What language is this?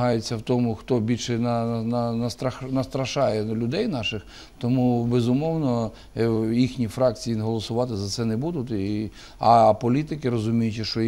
Ukrainian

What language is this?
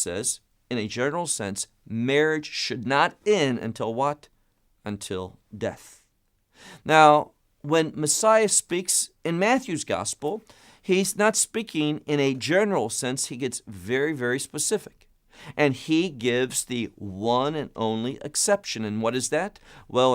English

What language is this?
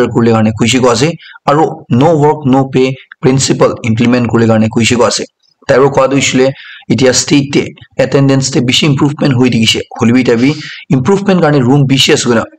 Naga Pidgin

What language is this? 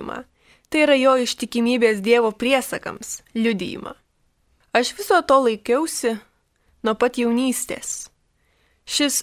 Lithuanian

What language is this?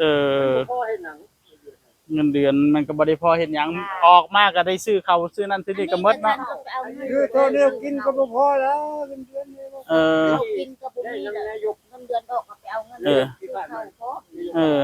Northeastern Thai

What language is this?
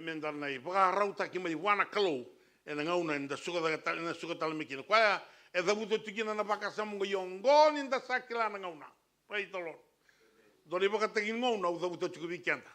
Fijian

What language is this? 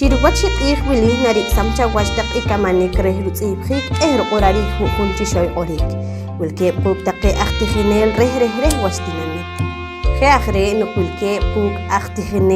Poqomchi'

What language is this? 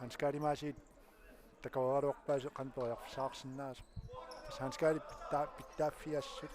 Kalaallisut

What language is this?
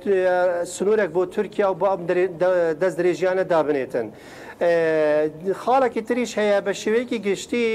Central Kurdish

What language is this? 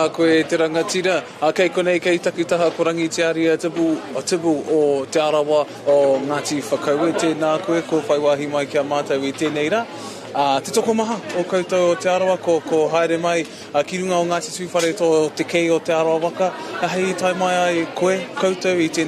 Māori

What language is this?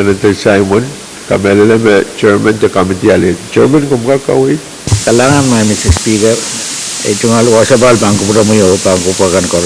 Pohnpeian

